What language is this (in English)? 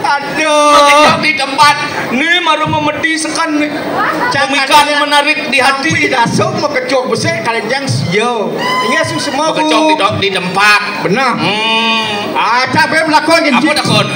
Balinese